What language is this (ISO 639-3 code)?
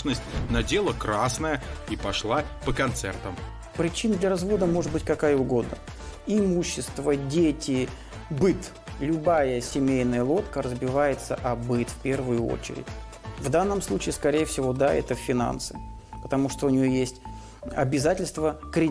rus